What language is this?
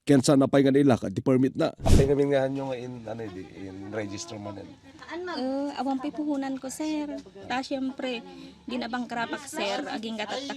Iloko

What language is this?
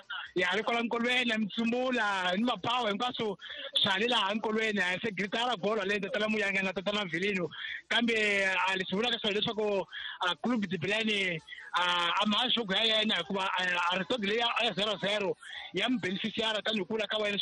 Tsonga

